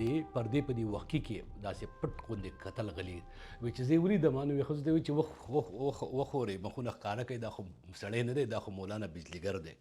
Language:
Pashto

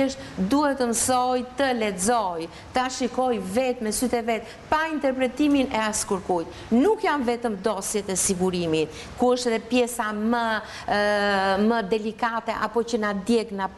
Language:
Albanian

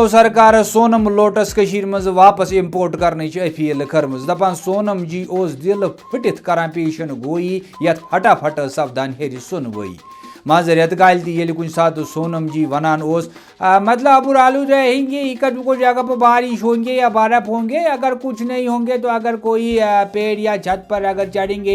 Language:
Kashmiri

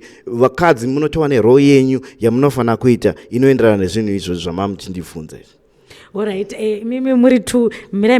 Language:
Shona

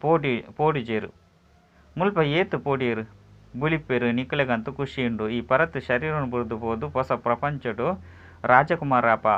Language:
Tulu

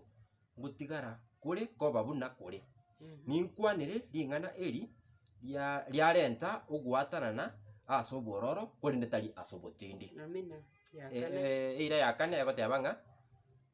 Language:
Gusii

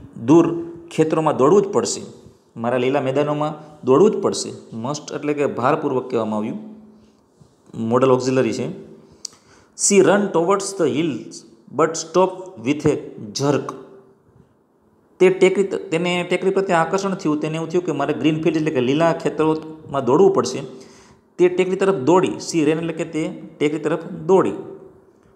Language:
Gujarati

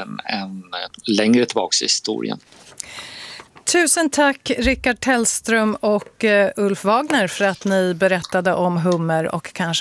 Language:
Swedish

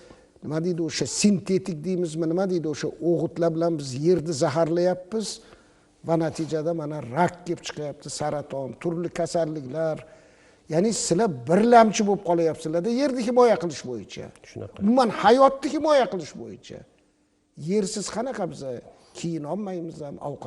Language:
Uzbek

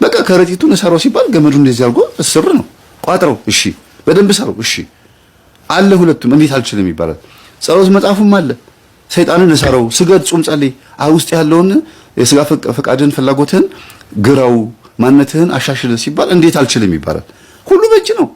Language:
Amharic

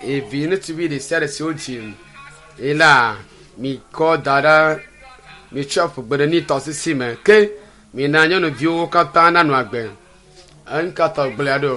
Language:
Ewe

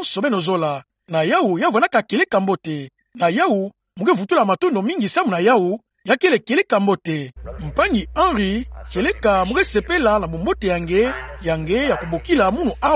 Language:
Kituba (Democratic Republic of Congo)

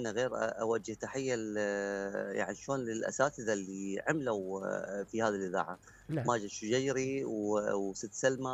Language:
Mesopotamian Arabic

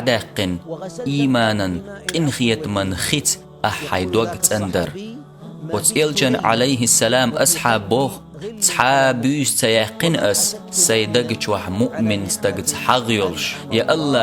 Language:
Chechen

